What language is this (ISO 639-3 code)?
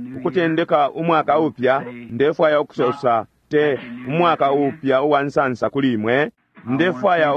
bem